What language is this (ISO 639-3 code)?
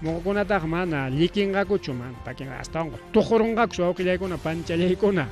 quy